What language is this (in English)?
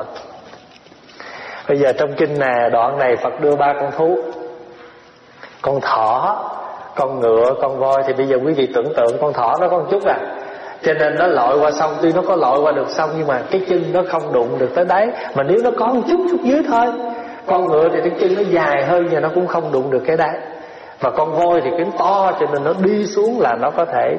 Vietnamese